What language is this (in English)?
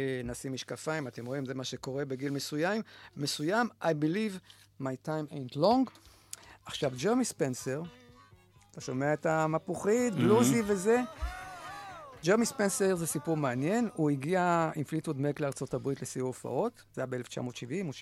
Hebrew